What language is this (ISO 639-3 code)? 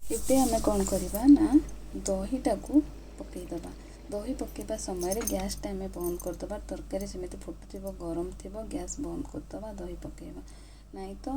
ori